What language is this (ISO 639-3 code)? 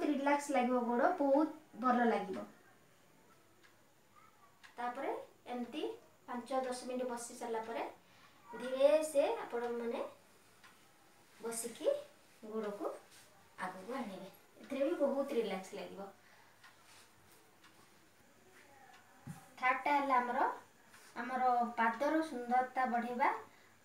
ori